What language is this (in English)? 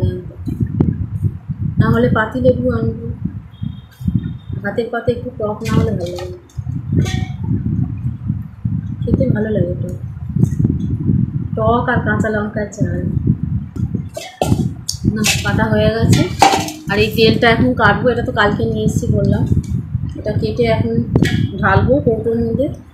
Bangla